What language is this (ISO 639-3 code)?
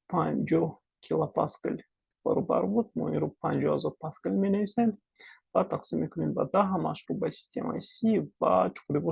tgk